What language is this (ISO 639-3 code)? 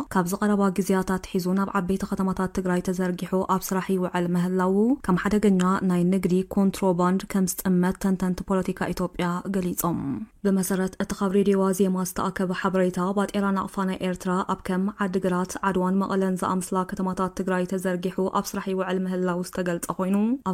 tir